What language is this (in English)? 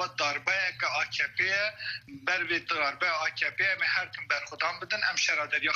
Kurdish